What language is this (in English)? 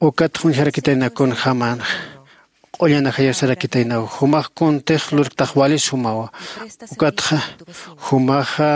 Aymara